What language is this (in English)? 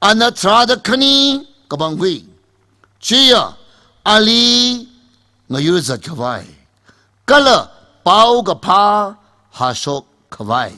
Tangkhul Naga (India)